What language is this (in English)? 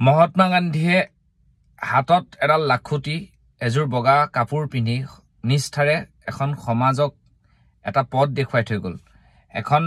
Assamese